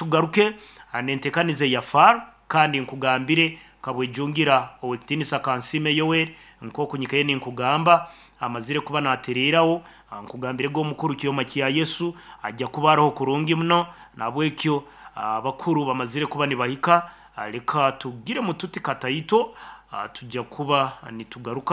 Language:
Nyoro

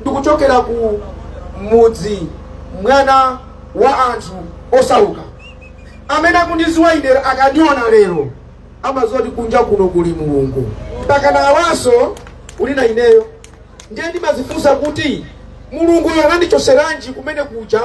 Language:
Nyanja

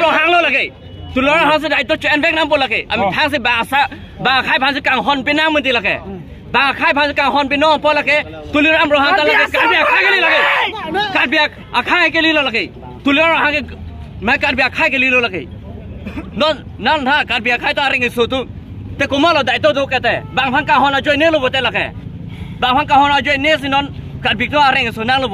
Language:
Karbi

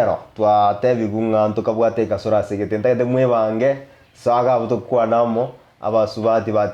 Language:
Gusii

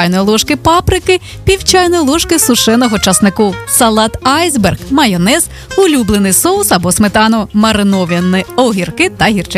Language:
Ukrainian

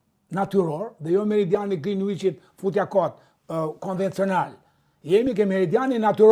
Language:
Albanian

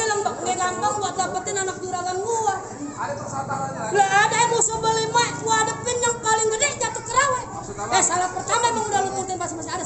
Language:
Betawi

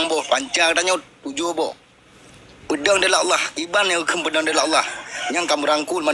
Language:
Achinese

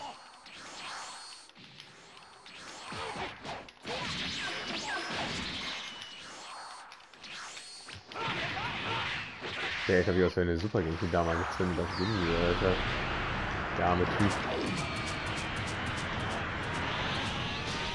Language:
German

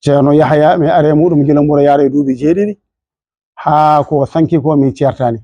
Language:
Fula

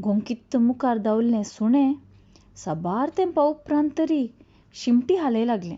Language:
Konkani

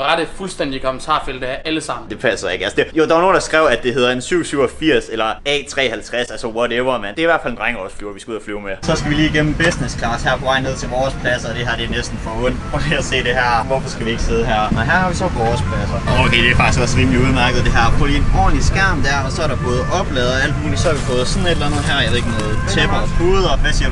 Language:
Danish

